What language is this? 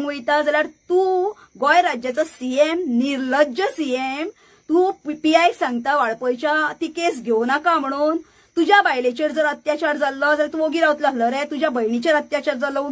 Konkani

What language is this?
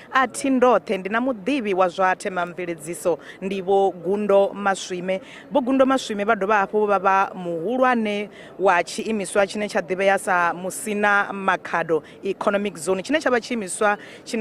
Venda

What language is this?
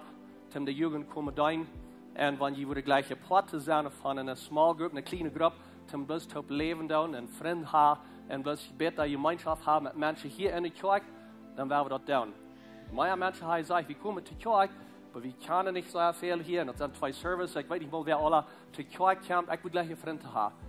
Plautdietsch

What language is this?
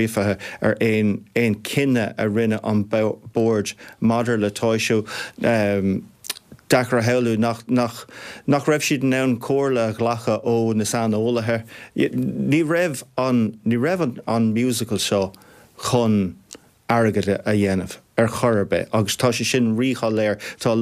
Irish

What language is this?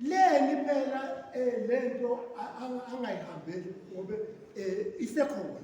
Swati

